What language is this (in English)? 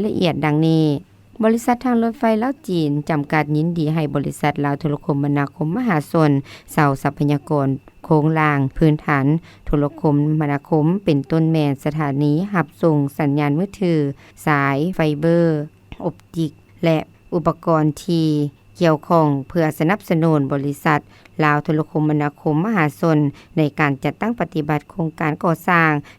Lao